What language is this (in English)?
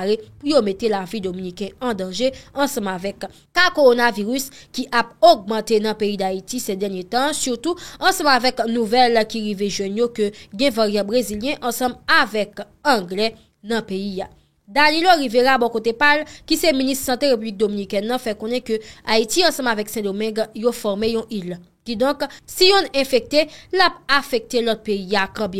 Haitian Creole